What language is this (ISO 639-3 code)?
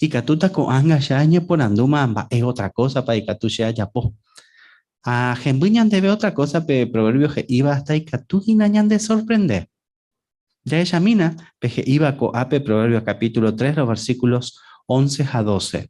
grn